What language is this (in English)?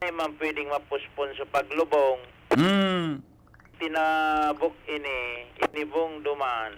Bikol